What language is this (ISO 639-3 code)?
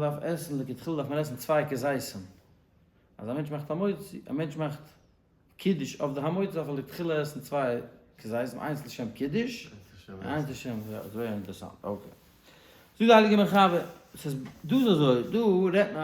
yid